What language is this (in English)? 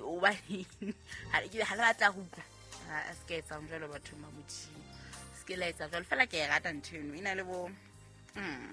Southern Sotho